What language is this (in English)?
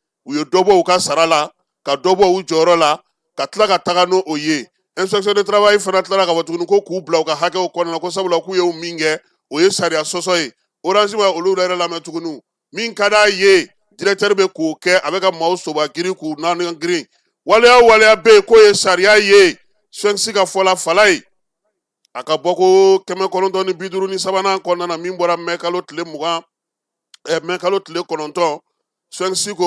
Bambara